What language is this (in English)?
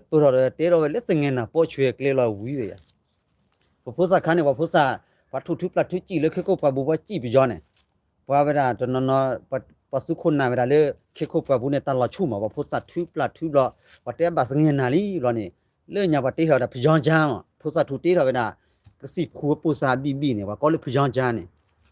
S'gaw Karen